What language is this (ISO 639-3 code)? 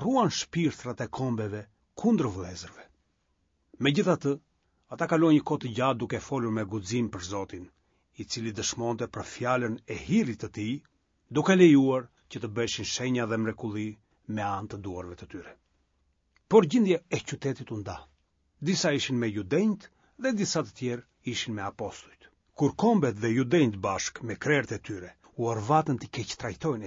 sqi